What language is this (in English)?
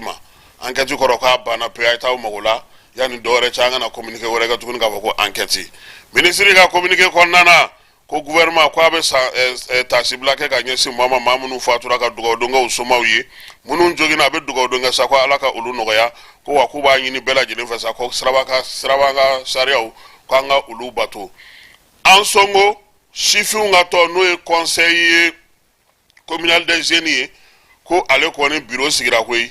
Bambara